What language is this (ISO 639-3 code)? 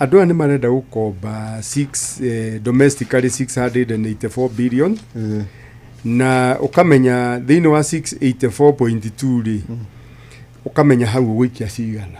kik